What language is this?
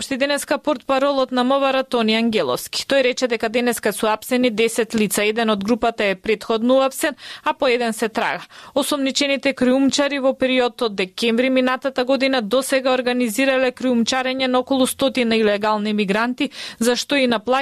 Macedonian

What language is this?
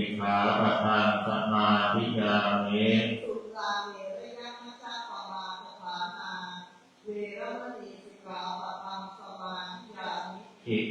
Pali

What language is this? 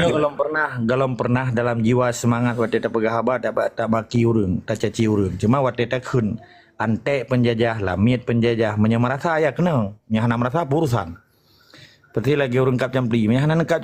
Achinese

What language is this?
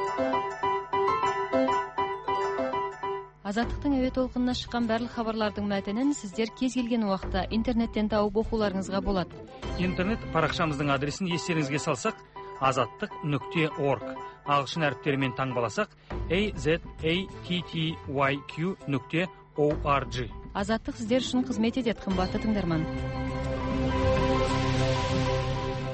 Kazakh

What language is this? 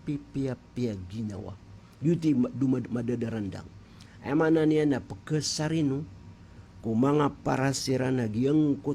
Maranao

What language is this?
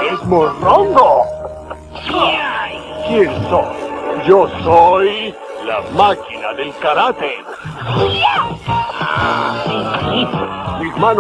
Spanish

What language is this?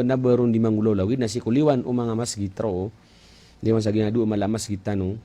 Maranao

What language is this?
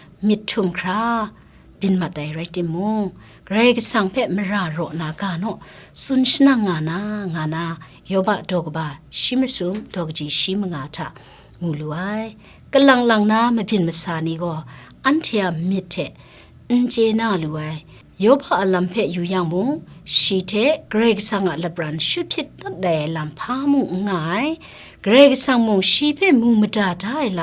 Kachin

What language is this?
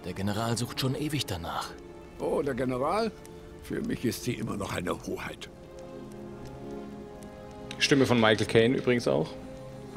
German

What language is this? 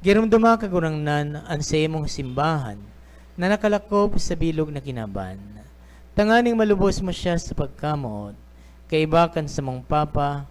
Bikol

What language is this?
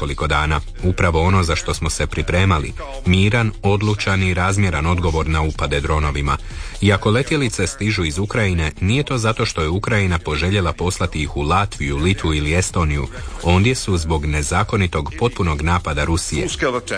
Croatian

